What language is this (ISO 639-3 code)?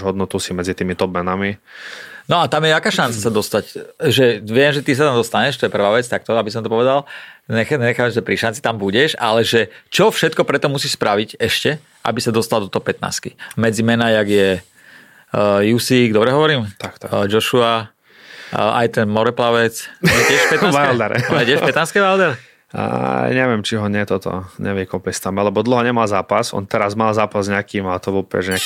slk